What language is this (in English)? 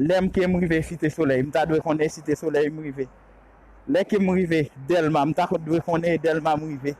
Haitian Creole